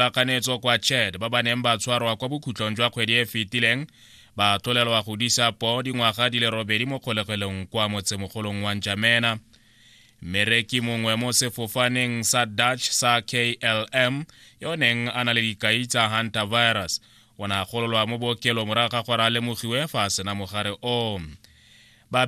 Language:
Tswana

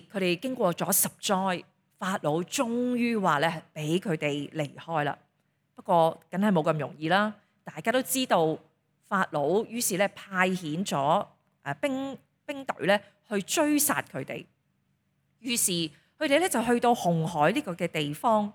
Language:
Cantonese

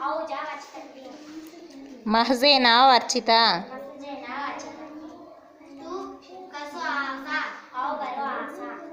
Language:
Konkani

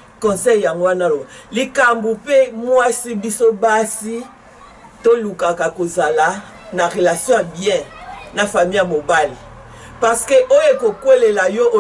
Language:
Lingala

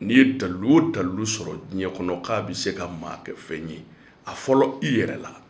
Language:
Bambara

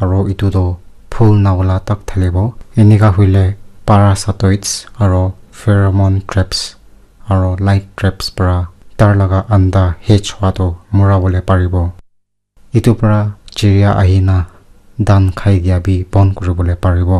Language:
Naga Pidgin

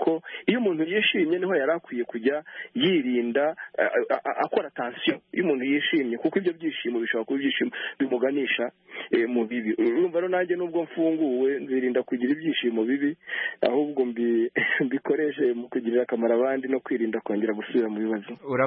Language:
Kinyarwanda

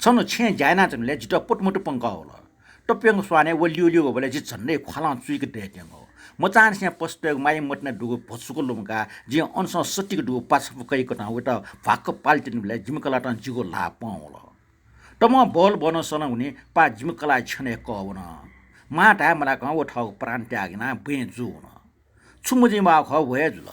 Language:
Newari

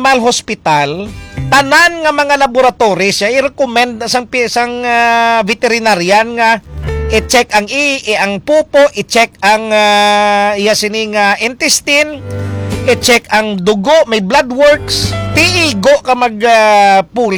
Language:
Hiligaynon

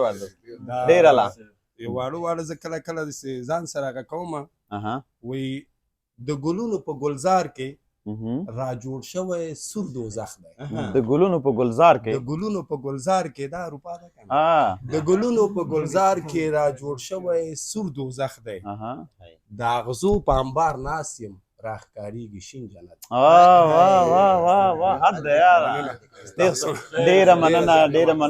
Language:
Pashto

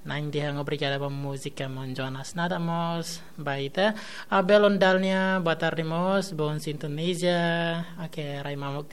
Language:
Tetum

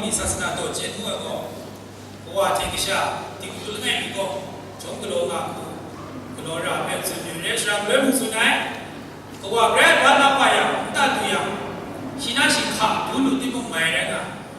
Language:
Kachin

